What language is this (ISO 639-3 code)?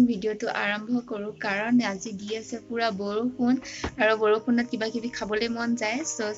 asm